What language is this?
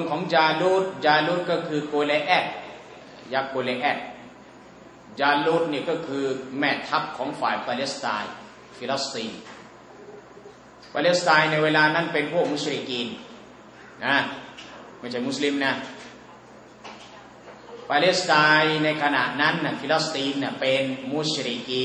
Thai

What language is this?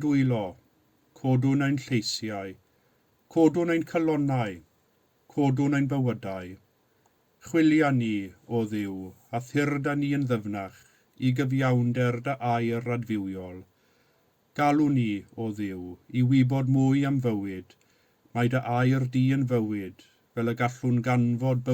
Welsh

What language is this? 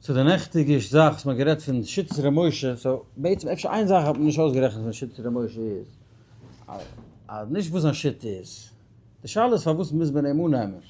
Yiddish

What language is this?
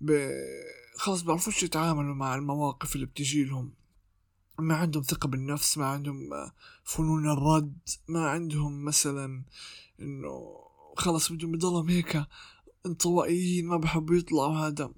North Levantine Arabic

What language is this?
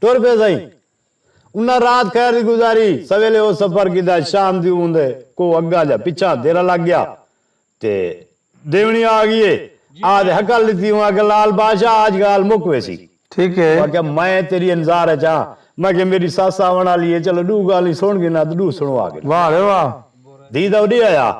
Saraiki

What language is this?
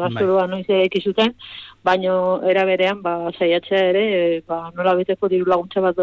Basque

